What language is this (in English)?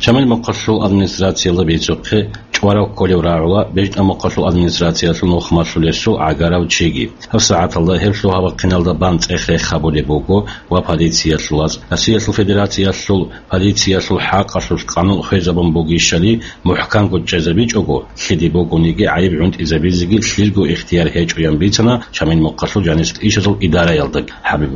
Avaric